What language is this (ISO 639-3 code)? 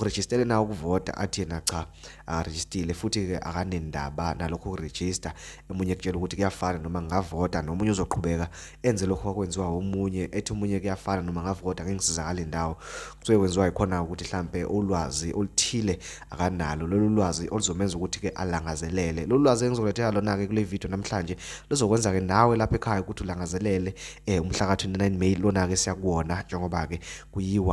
zul